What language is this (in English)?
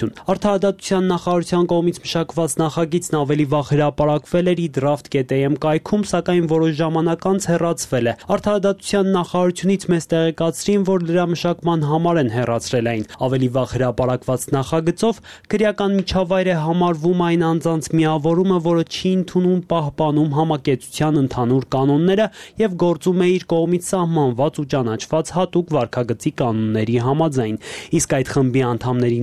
Armenian